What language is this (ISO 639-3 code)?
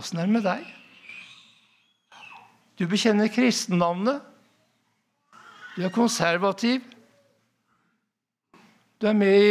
nor